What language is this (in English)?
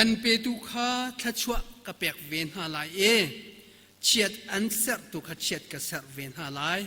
Hakha Chin